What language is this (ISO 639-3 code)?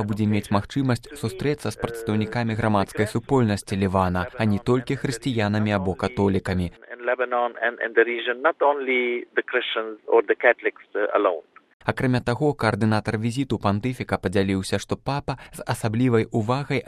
bel